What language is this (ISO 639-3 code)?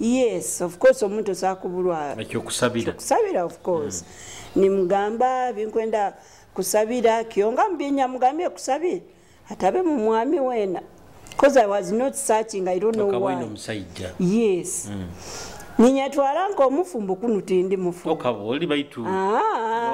nyo